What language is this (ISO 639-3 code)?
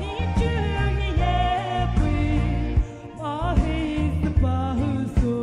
pmx